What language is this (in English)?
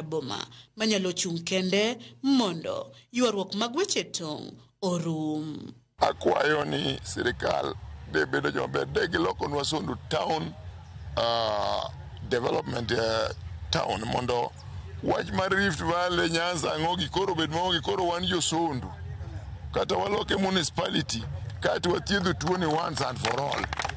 Luo (Kenya and Tanzania)